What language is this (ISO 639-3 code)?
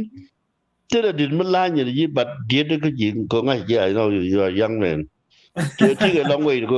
nus